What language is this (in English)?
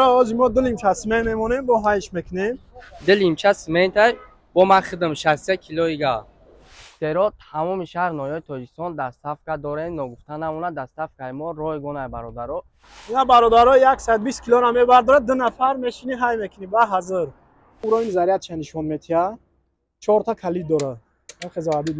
Tajik